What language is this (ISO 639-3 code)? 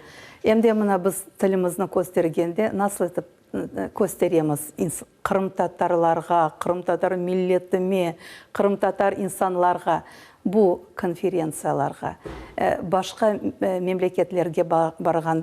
crh